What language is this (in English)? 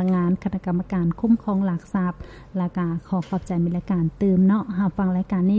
Lao